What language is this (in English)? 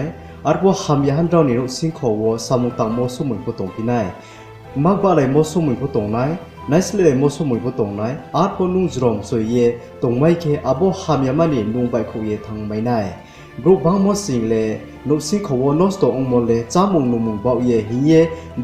Riang (India)